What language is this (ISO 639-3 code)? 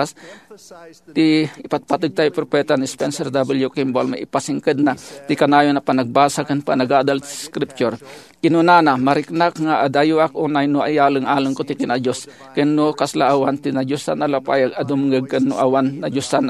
ilo